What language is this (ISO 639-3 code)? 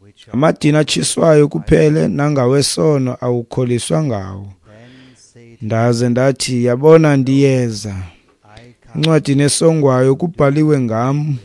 xho